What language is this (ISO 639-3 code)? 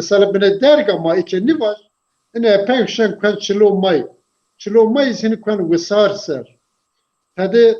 zza